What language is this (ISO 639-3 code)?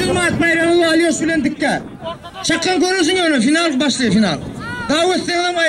tuk